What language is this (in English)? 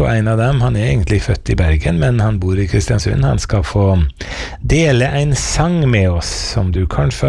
Norwegian